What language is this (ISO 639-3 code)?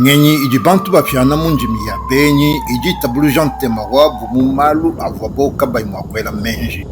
lua